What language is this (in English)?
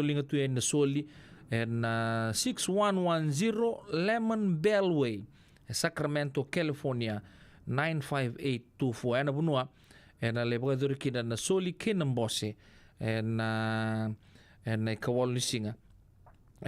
Fijian